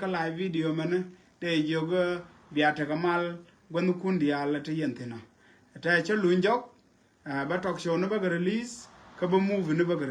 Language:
Nuer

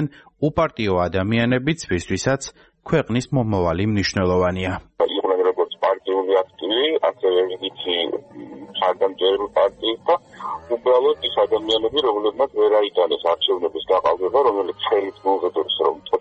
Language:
Georgian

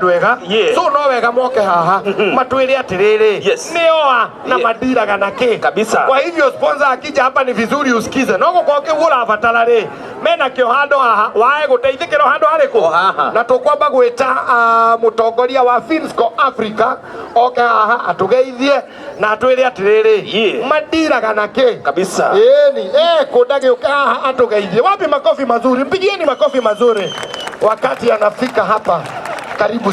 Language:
Kikuyu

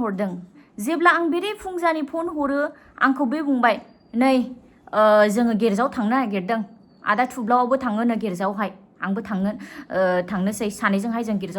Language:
Bodo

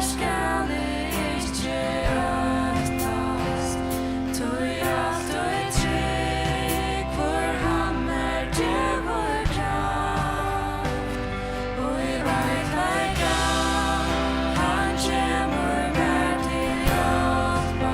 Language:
Faroese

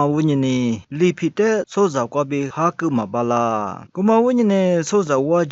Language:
Lisu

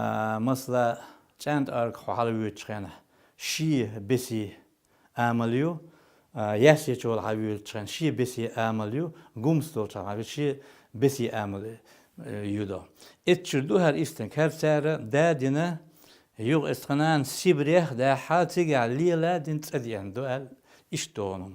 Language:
Chechen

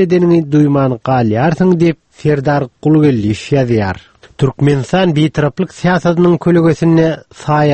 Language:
Turkmen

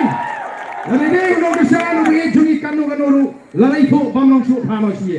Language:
Khasi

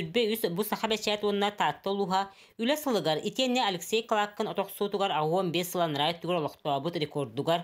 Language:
Yakut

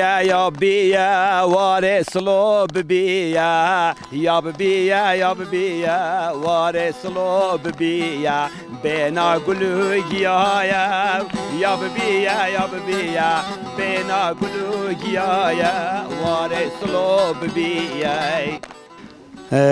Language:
Kurdish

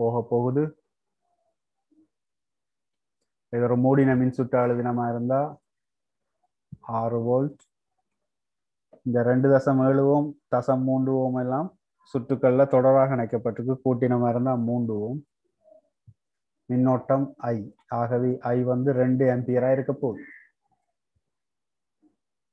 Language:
Tamil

